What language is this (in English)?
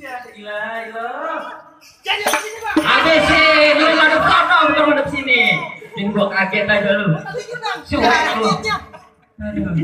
Betawi